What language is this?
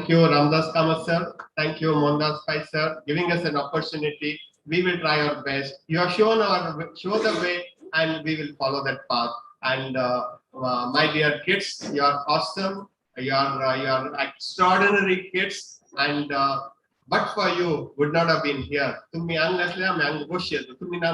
Konkani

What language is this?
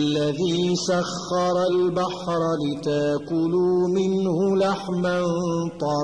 Arabic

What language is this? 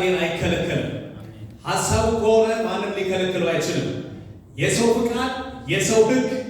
Amharic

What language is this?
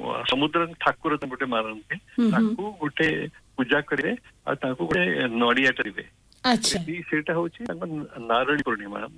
Odia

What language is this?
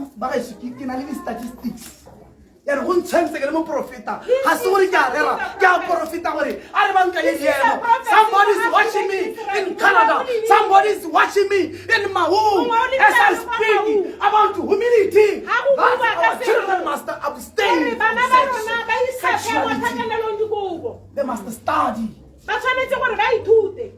Tswana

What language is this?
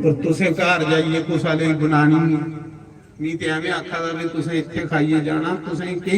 Dogri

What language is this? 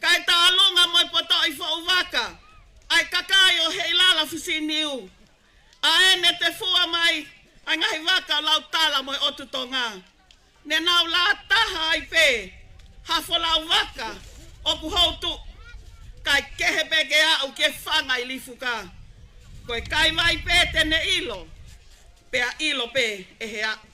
Tongan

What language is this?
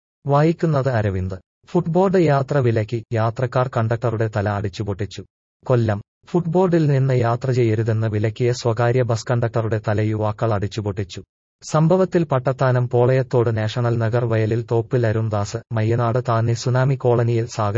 Malayalam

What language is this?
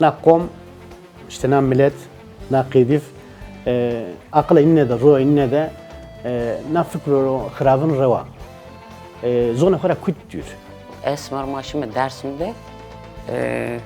Zaza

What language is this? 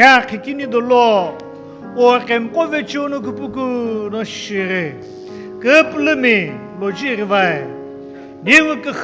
Sumi Naga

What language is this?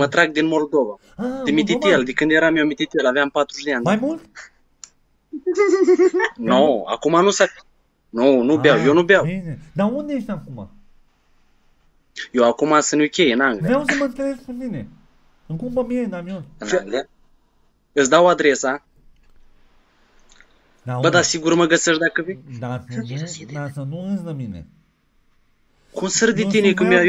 Romanian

